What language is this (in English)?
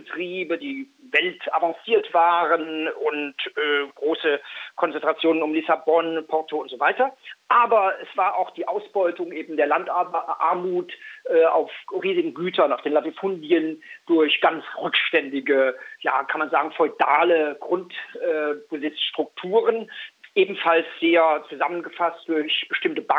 German